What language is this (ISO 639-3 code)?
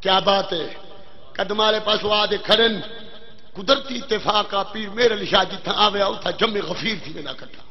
skr